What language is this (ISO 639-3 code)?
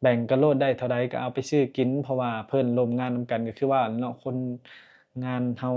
lao